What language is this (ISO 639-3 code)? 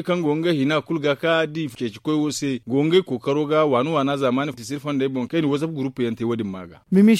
dje